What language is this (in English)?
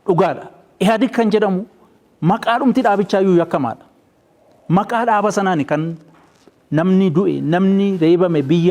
Oromo